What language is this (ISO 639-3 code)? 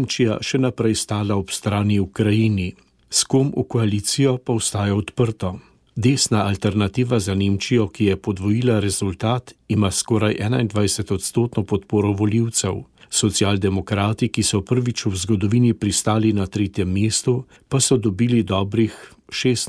slv